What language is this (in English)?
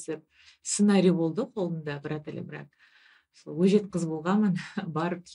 Kazakh